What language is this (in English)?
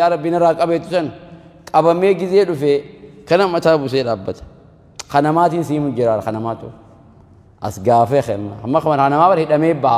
Oromo